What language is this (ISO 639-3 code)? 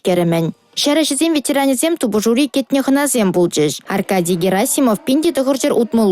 chv